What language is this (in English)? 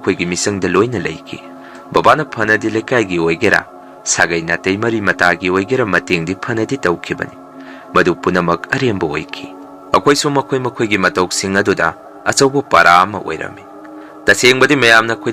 Manipuri